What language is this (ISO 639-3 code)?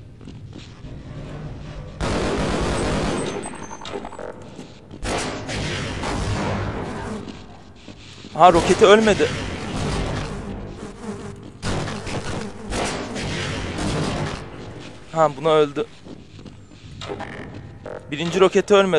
tur